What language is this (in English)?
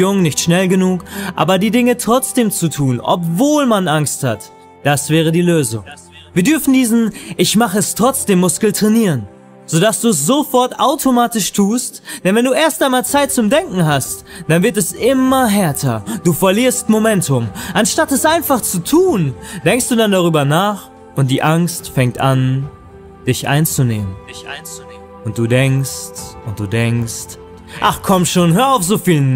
German